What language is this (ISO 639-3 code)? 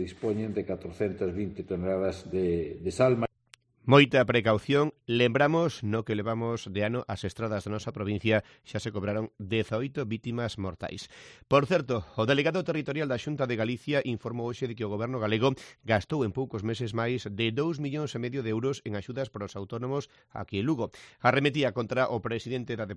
glg